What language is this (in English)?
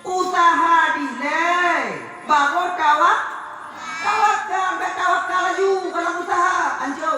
Achinese